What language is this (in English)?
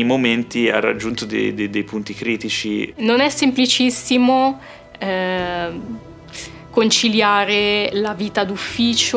Italian